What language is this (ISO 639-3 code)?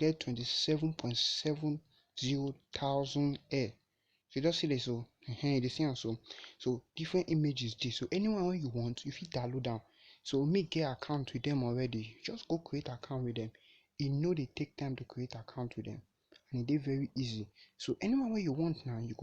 pcm